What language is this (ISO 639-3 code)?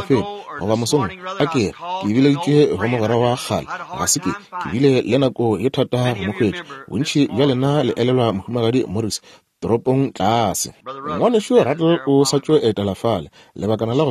nso